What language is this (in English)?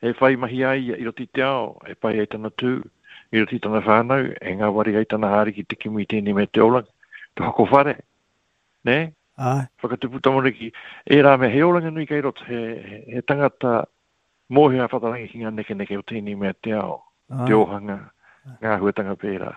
Māori